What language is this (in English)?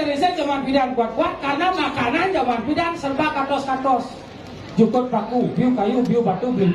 Balinese